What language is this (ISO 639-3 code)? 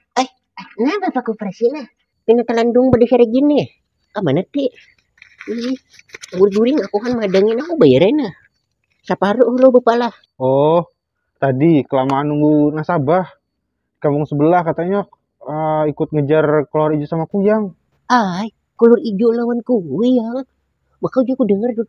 bjn